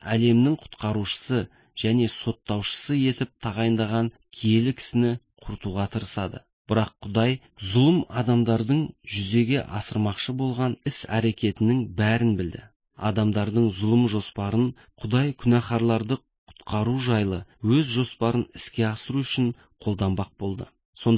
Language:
Kazakh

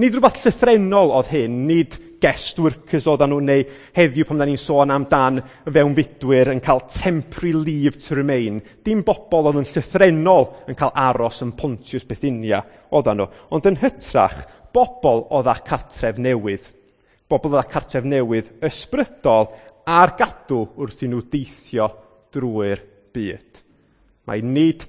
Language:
Welsh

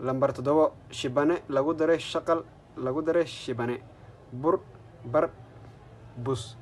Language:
Somali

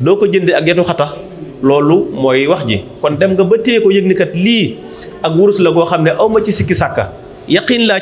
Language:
Wolof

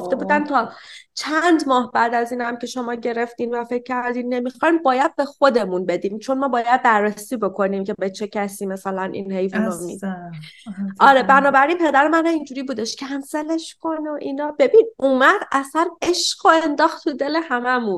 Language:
Persian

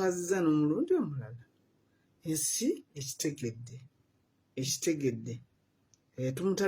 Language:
Ganda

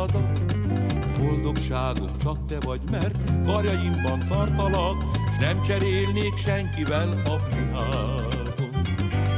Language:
Hungarian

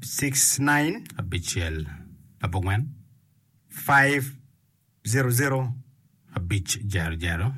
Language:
Acoli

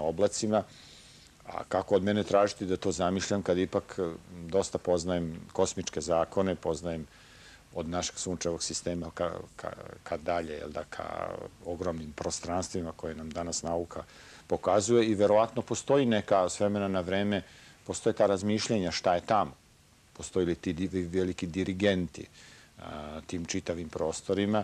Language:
Serbian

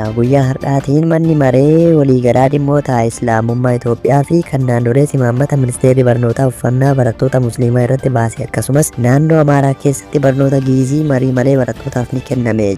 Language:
Oromo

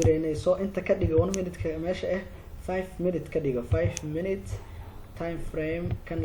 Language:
Somali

